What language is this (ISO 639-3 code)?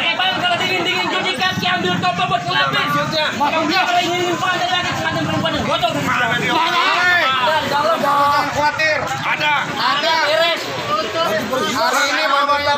bew